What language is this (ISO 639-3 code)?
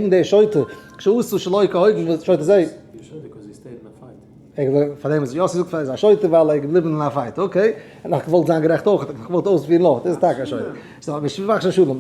yid